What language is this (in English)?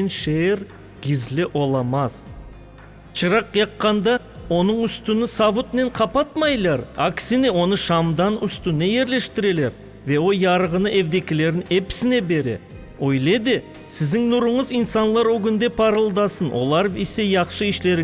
Crimean Tatar